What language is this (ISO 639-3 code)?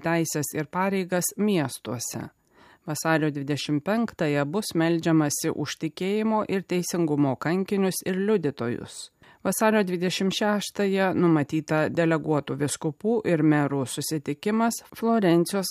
lit